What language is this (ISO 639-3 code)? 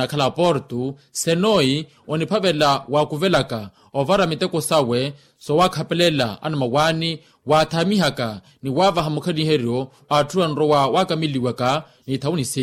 vmw